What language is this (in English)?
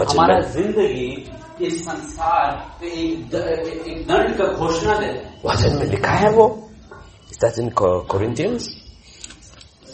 Hindi